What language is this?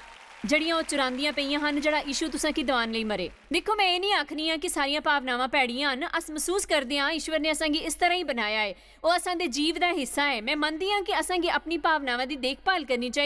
Dogri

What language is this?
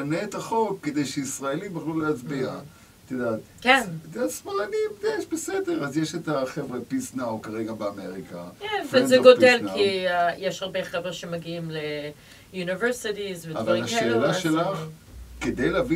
Hebrew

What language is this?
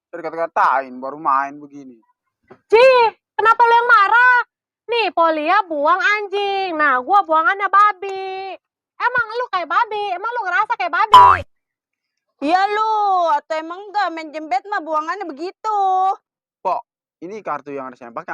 Betawi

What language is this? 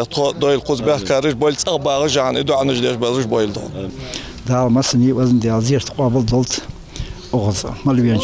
Ingush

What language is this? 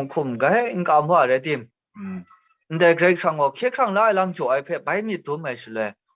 Kachin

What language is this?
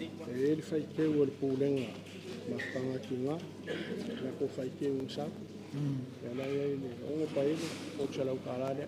Samoan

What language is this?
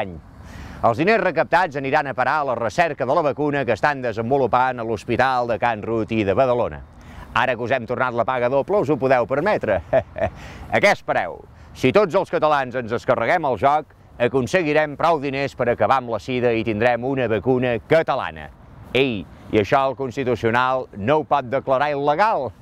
Catalan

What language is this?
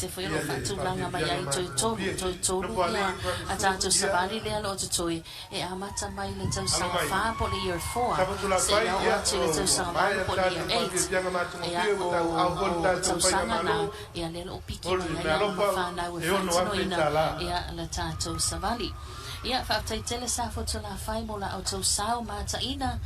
Samoan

